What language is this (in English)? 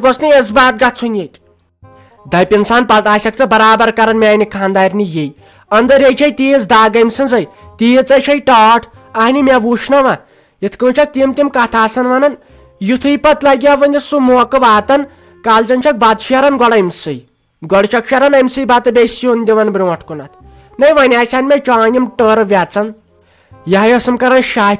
Kashmiri